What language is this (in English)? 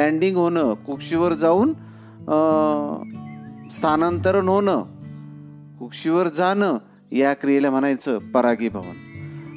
Marathi